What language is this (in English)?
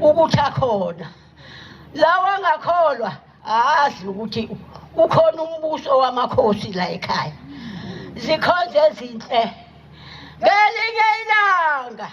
Zulu